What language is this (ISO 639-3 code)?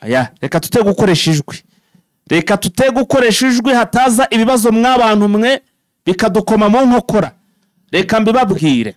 kin